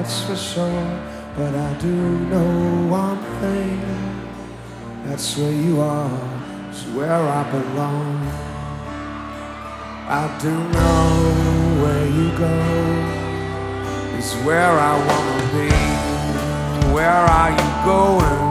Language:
English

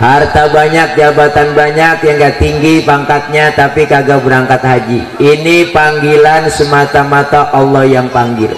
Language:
Betawi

